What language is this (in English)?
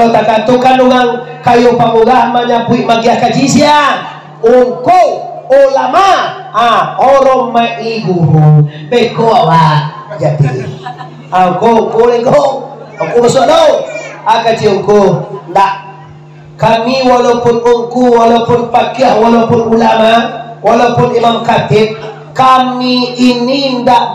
Minangkabau